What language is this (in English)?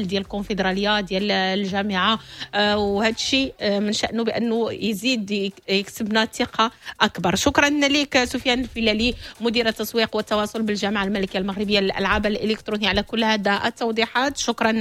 Moroccan Arabic